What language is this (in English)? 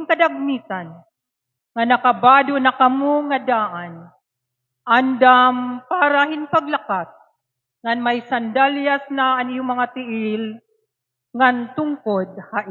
Waray